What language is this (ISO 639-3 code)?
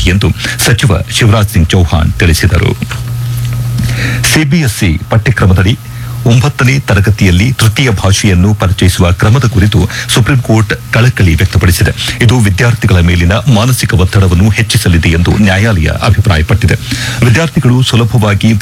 kan